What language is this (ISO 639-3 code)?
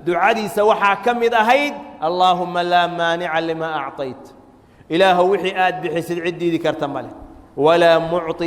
som